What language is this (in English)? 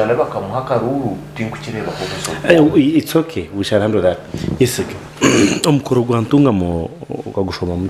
Nyankole